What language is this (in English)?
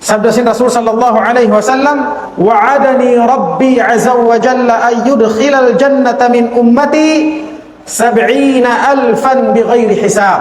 Tausug